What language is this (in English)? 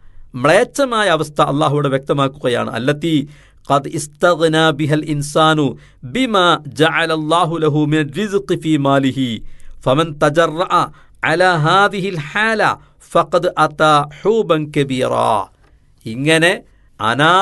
Malayalam